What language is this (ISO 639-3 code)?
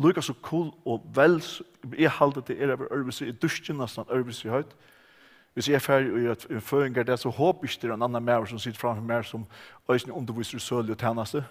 fao